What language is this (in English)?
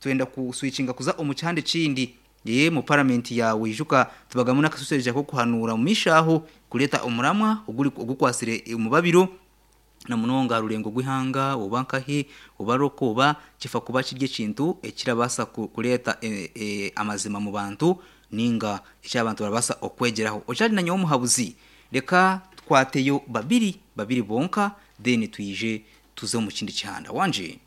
Nyankole